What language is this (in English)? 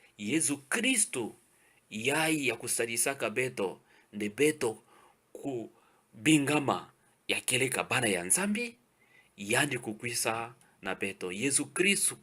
Kituba (Democratic Republic of Congo)